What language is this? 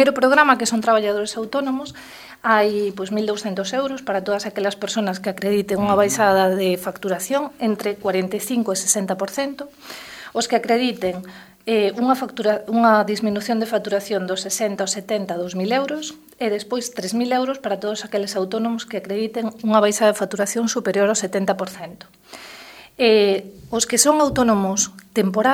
Galician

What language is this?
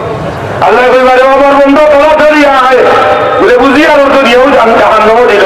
Sylheti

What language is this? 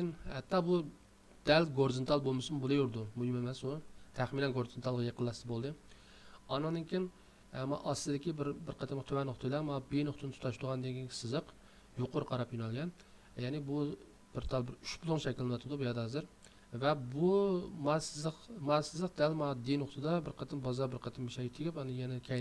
Uyghur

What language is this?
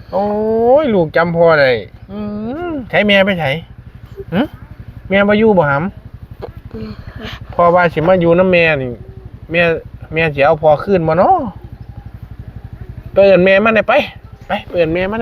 Northeastern Thai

